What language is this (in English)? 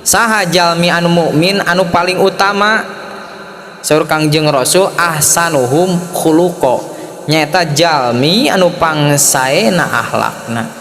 Sundanese